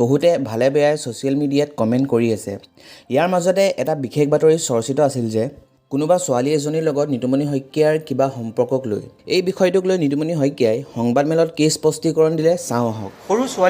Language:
Assamese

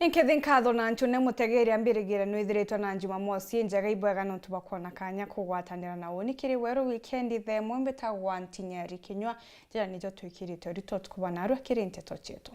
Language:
Meru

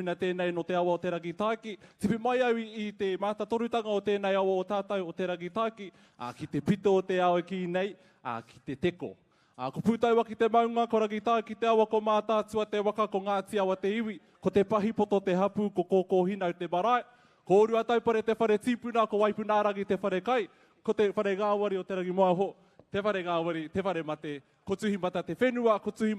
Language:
Māori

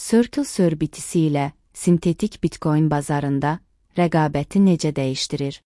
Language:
Azerbaijani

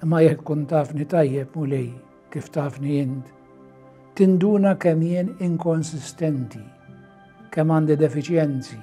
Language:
Maltese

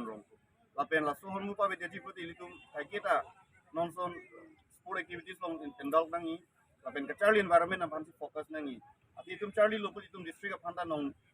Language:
Karbi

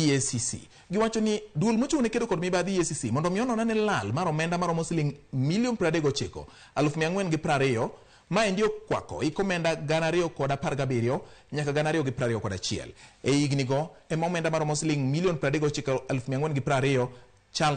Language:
Luo (Kenya and Tanzania)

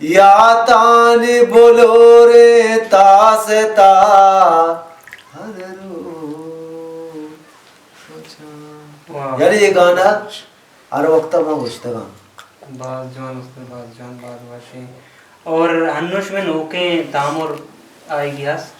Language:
Baluchi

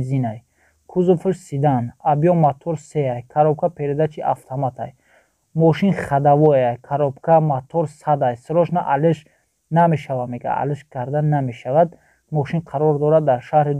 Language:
Tajik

